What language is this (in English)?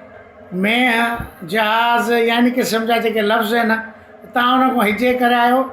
Sindhi